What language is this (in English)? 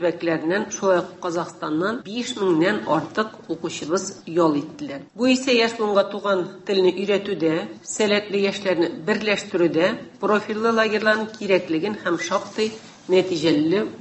Tatar